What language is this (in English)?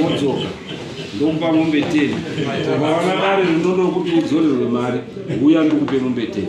Shona